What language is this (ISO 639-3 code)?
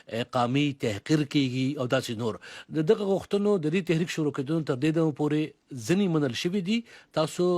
pus